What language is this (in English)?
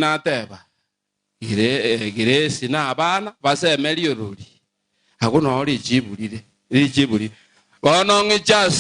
Gusii